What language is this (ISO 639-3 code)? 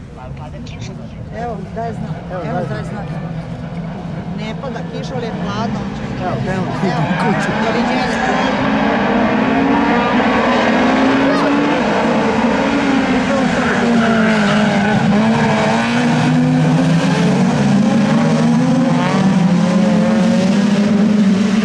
srp